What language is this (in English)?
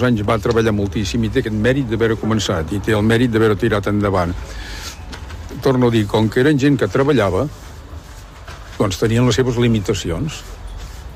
Catalan